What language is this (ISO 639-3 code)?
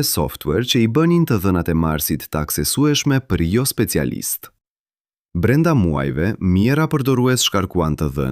sqi